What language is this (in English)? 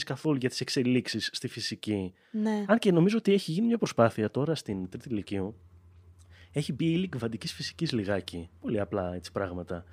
Greek